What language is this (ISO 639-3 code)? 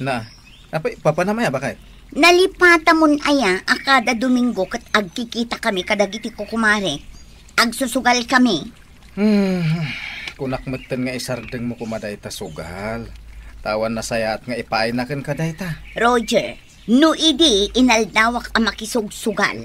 ilo